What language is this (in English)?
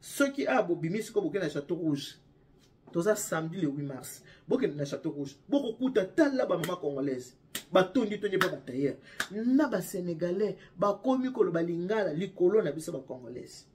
Lingala